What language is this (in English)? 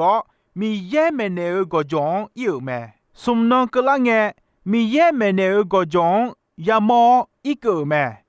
Akha